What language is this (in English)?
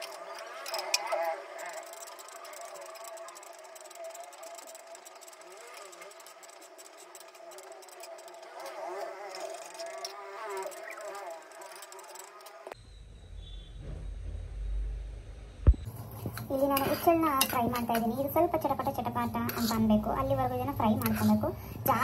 Kannada